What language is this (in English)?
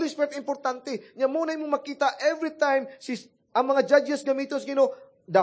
Cebuano